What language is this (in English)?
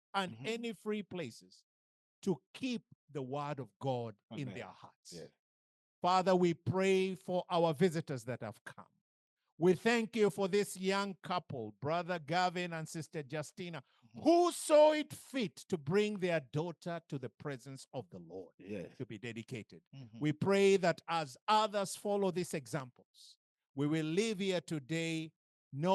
English